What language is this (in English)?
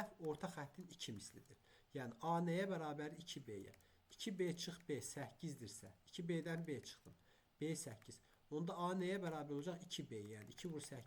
Azerbaijani